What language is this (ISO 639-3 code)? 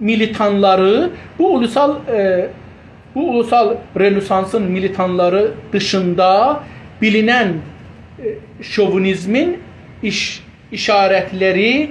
azb